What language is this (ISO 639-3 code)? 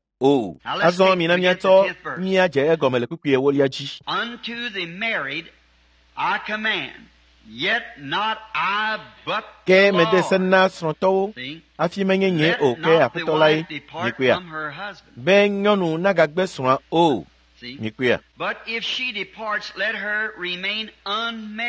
ewe